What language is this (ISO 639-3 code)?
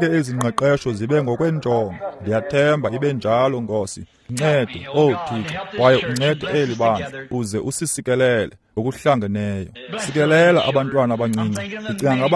xho